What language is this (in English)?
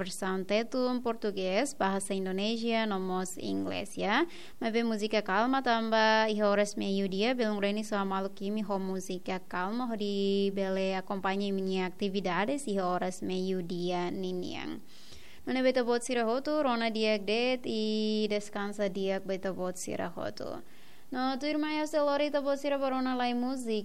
Tetum